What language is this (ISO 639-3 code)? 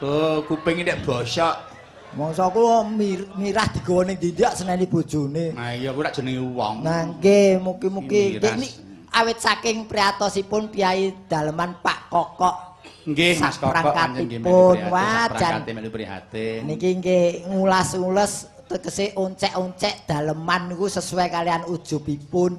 jav